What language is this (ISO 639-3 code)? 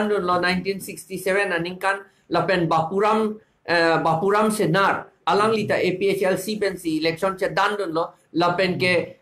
mjw